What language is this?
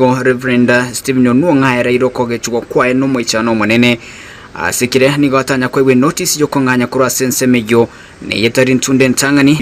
Gusii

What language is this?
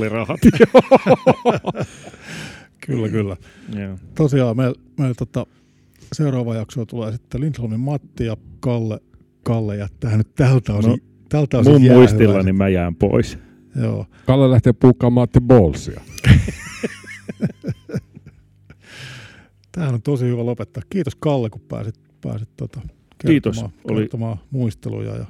Finnish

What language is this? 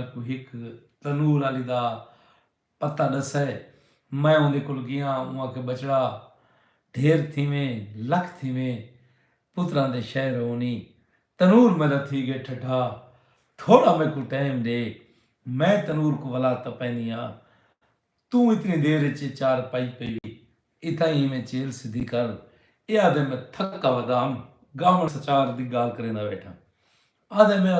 Saraiki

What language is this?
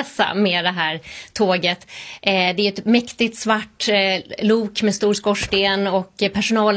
Swedish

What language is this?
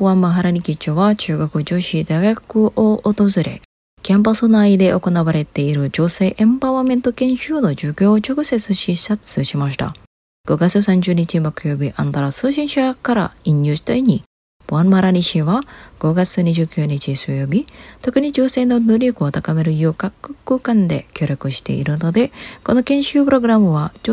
Japanese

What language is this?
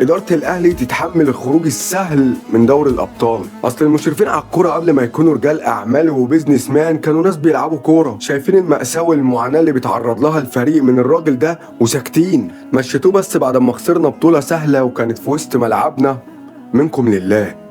Egyptian Arabic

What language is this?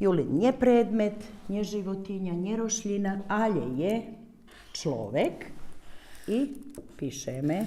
Rusyn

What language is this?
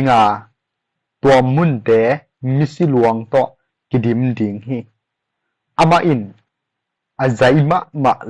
Tedim Chin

